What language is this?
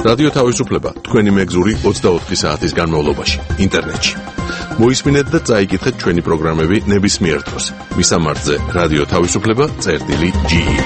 Georgian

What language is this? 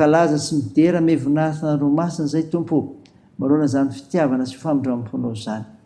Malagasy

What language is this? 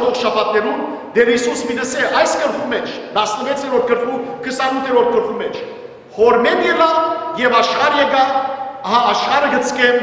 Western Armenian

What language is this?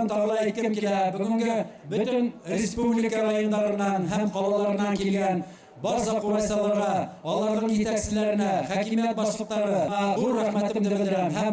Bashkir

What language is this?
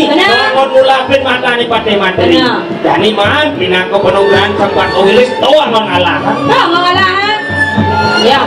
Balinese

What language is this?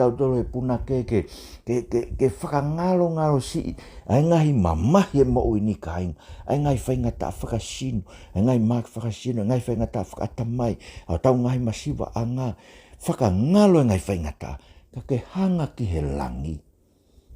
Tongan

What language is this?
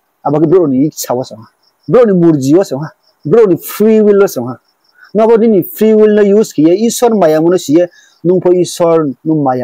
Riang (India)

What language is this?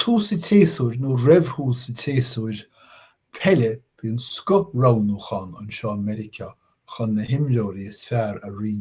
Irish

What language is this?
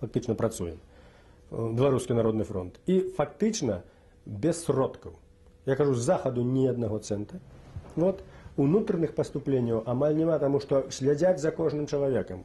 Belarusian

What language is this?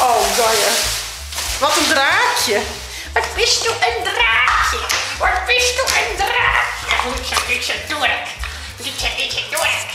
Western Frisian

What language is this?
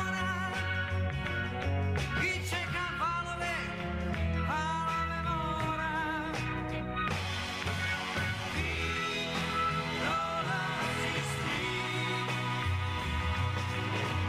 Serbian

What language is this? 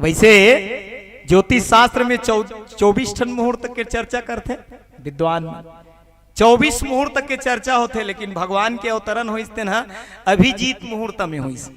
Chhattisgarhi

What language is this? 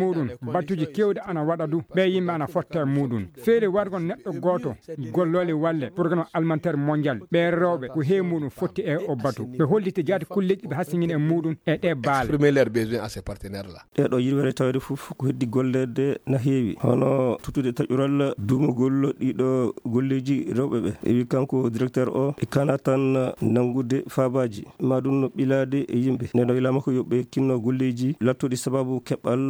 Fula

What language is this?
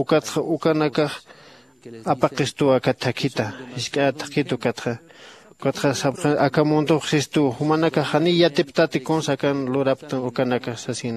Aymara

